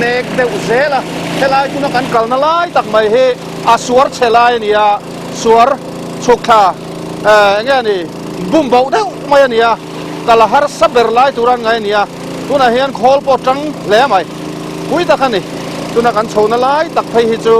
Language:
Mizo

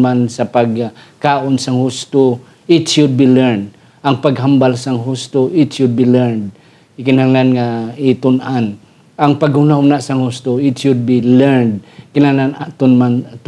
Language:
Hiligaynon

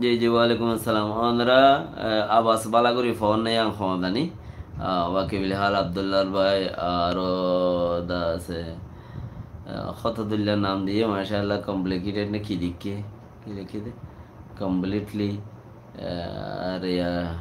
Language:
Rohingya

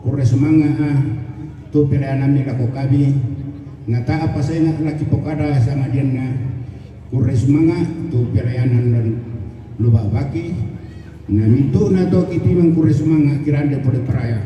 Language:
Toraja-Sa'dan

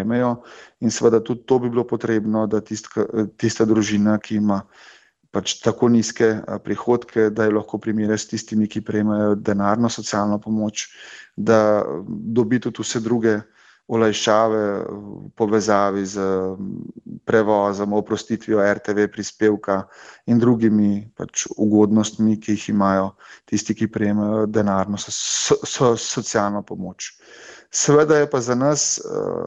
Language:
Slovenian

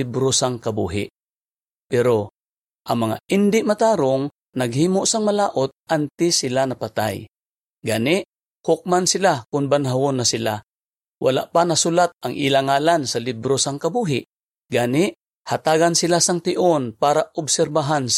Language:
Hiligaynon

